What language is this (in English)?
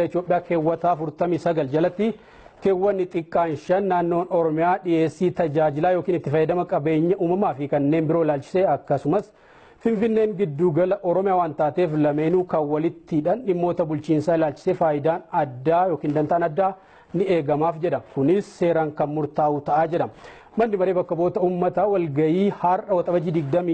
Oromo